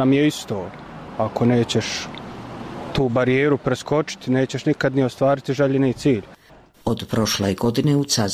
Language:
Bosnian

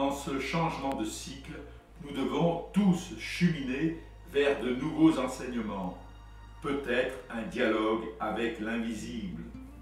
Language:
French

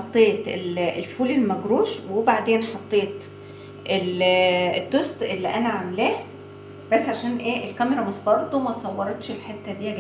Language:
Egyptian Arabic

